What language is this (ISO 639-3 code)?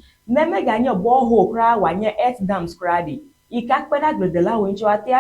ewe